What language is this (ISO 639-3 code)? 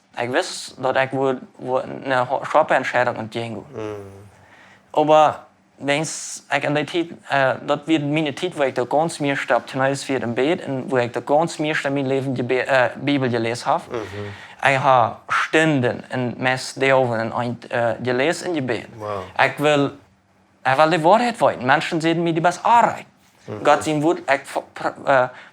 pdt